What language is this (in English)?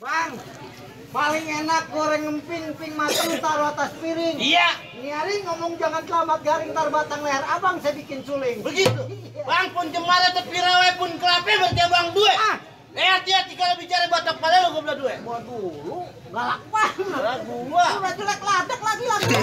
Betawi